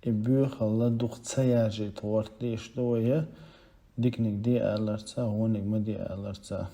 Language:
Chechen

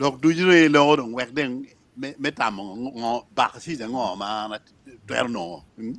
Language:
Acoli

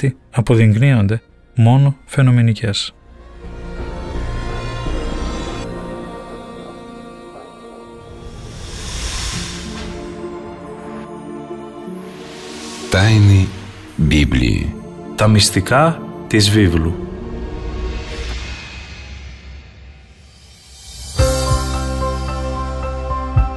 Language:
Greek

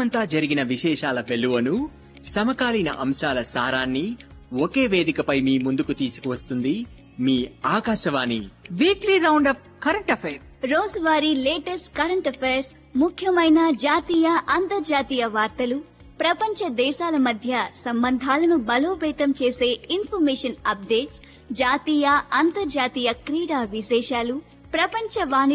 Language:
Telugu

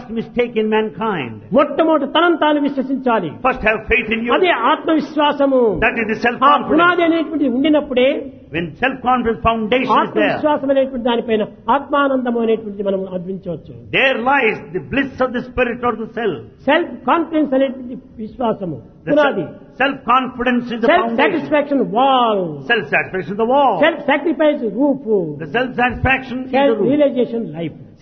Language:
Telugu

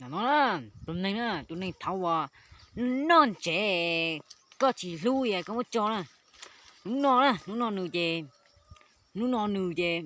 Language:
Hmong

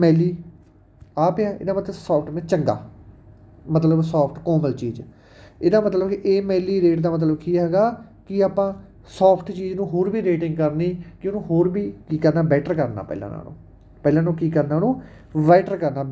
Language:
Punjabi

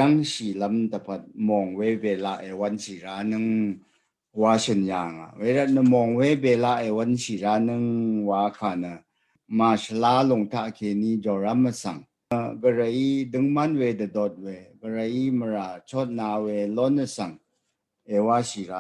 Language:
Rawang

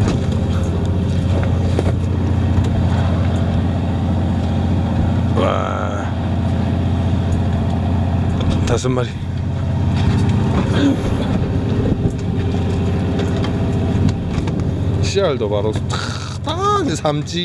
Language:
Korean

